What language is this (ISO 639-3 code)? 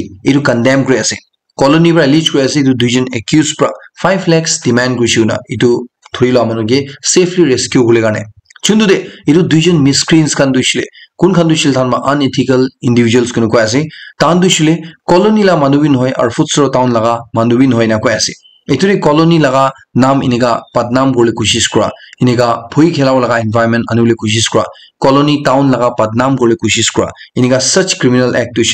nag